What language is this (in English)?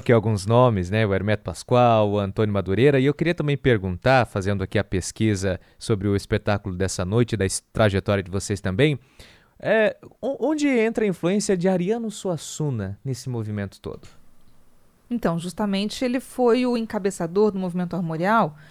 Portuguese